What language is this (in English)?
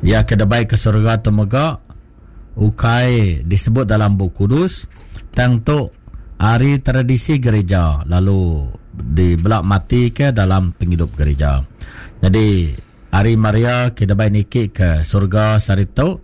Iban